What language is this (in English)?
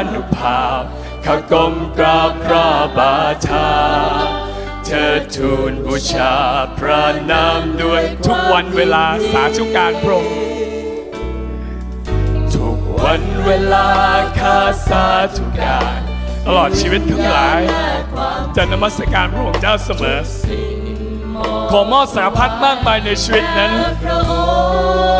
Thai